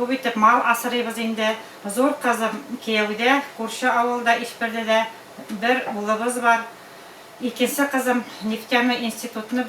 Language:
Bashkir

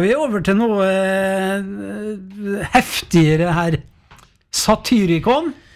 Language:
Norwegian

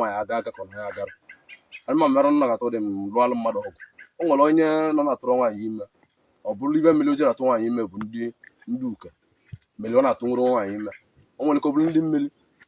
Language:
Igbo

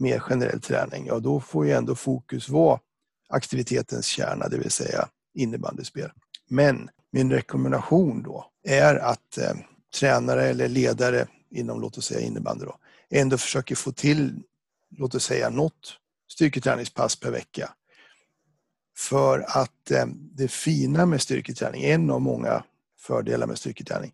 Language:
Swedish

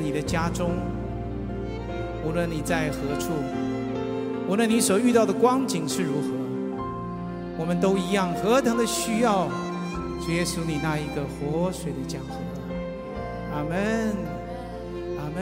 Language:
Chinese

